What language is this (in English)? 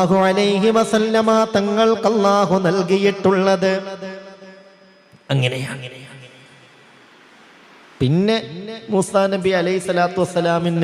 Malayalam